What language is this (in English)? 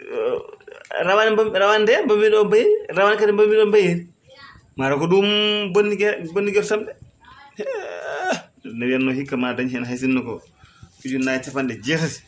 Fula